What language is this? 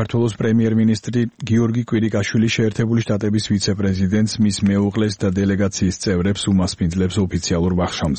Georgian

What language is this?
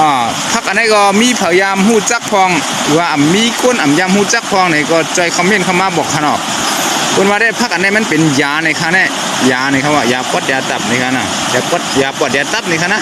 Shan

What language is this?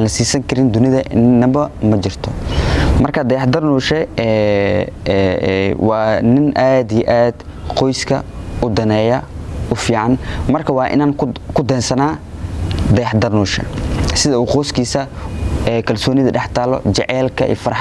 Somali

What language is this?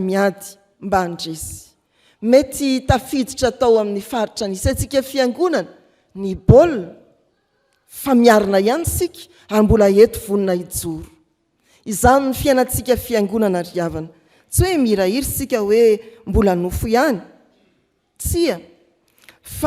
Malagasy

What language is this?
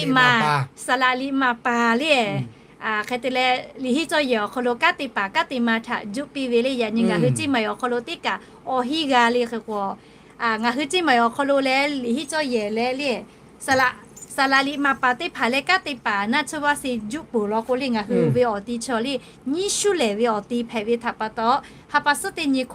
Lahu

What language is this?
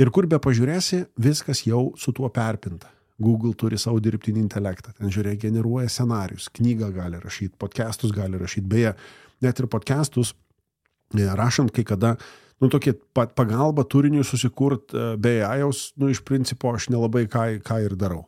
Lithuanian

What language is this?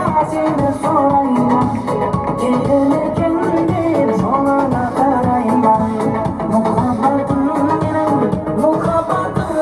Kara-Kalpak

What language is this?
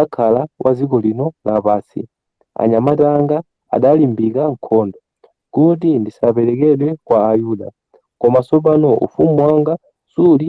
Nyanja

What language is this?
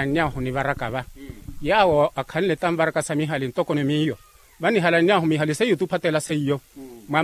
Makhuwa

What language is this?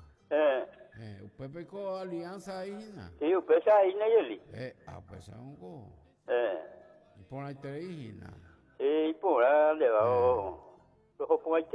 Guarani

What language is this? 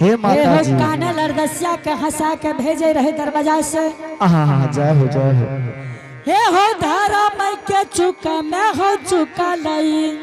Angika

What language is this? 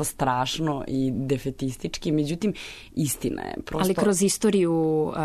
Serbian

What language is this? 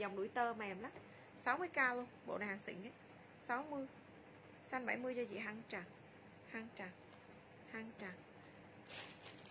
Vietnamese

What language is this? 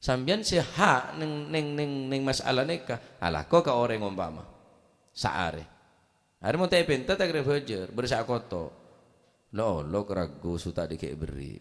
Madurese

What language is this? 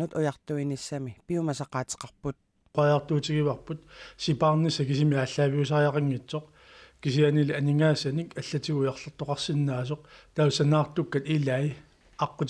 Kalaallisut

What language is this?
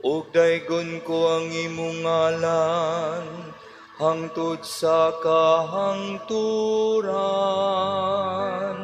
Cebuano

